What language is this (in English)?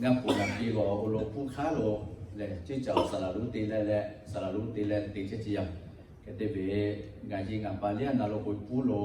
Lahu